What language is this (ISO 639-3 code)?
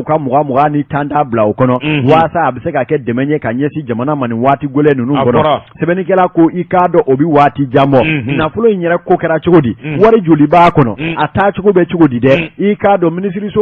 bam